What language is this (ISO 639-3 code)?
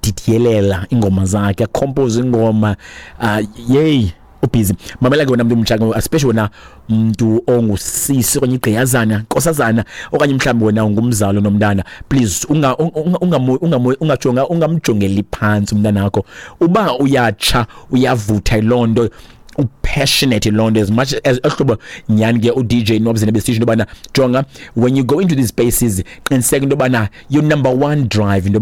xho